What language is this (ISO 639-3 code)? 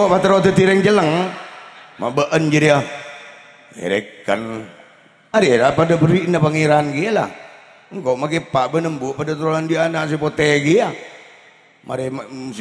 mad